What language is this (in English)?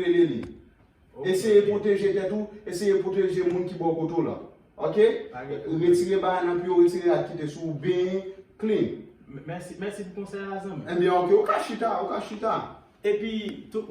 Haitian Creole